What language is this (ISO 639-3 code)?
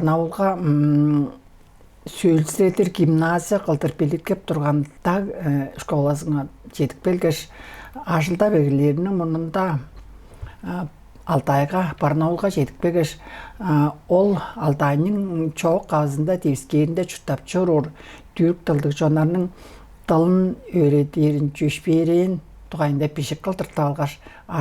tyv